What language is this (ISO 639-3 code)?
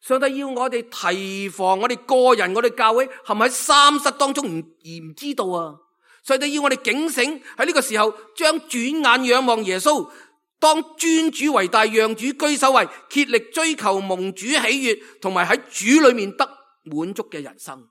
yue